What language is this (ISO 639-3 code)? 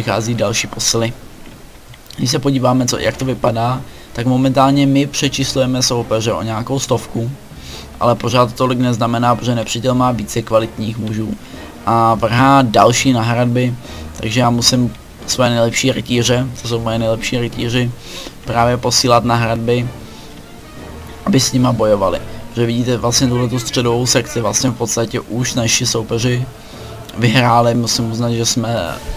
ces